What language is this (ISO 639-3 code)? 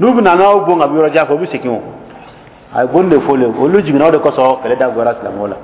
dyu